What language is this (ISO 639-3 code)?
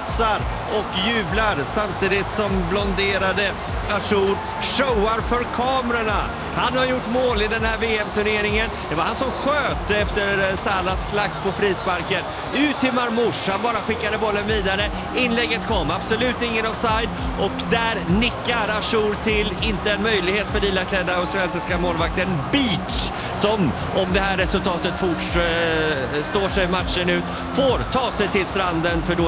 swe